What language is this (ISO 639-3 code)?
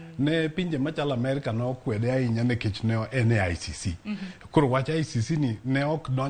luo